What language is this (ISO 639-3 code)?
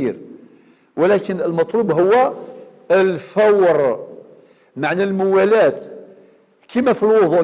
arq